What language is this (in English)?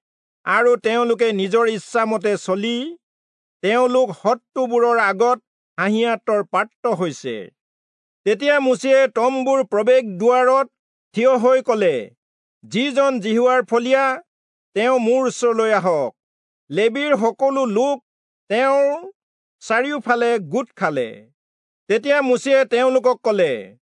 Assamese